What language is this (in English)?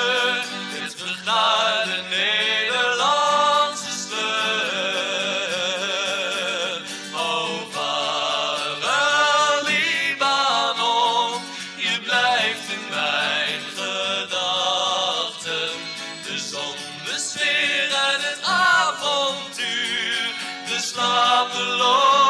Dutch